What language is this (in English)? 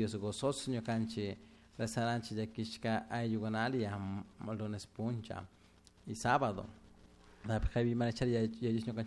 Chimborazo Highland Quichua